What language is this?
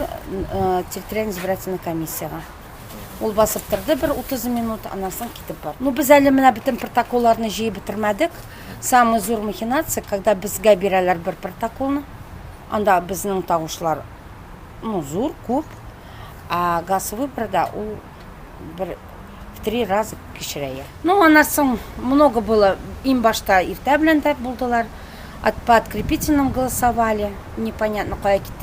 Tatar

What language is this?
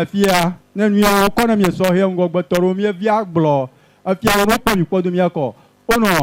Ewe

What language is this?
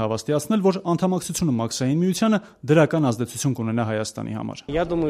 Armenian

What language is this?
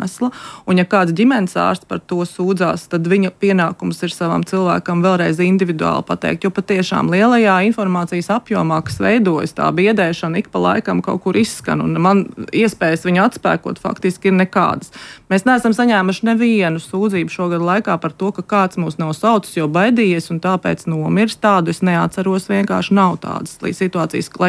Latvian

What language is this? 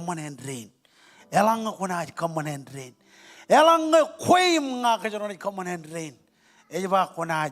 Marshallese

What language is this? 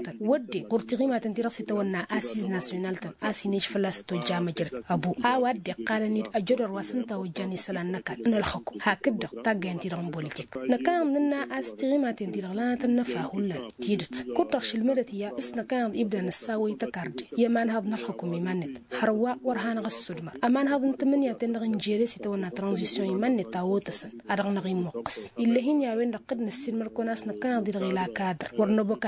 Tamasheq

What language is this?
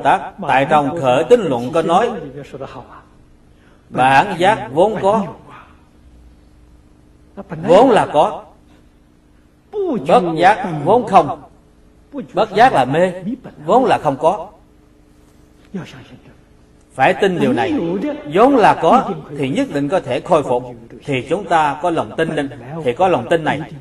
Vietnamese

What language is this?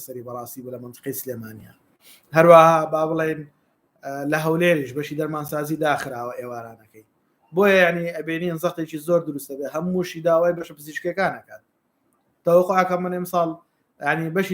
Central Kurdish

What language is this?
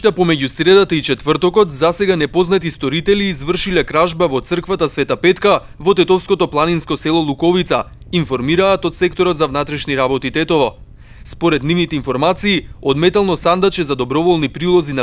Macedonian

